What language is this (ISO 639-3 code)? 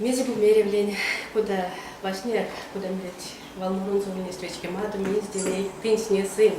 myv